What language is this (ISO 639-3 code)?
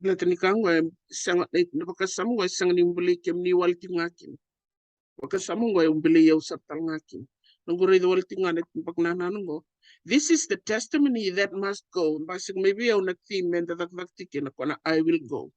fij